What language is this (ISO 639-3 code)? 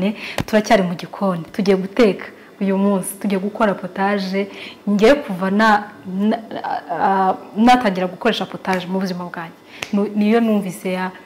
kin